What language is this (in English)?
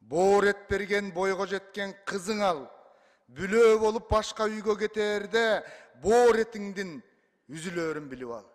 Kyrgyz